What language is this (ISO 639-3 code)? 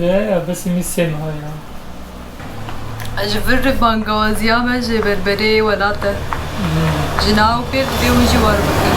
kur